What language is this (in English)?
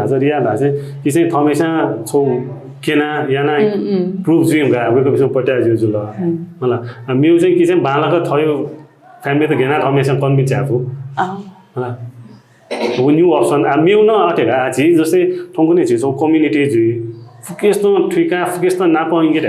Newari